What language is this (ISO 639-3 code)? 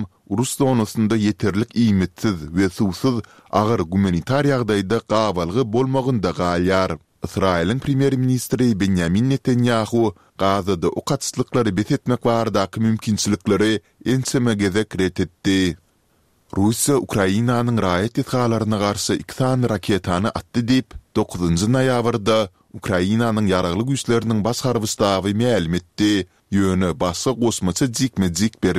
tuk